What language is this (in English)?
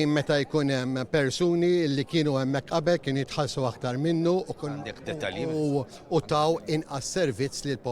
Maltese